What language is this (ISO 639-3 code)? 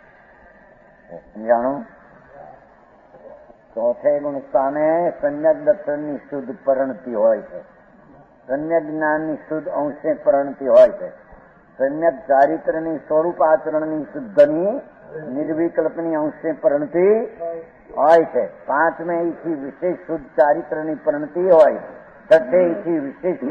guj